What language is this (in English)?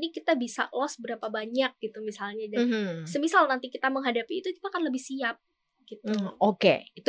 Indonesian